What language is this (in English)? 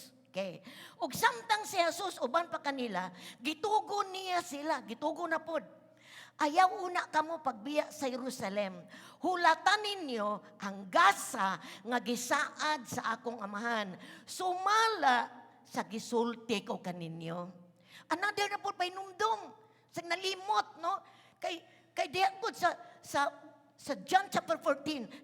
Cebuano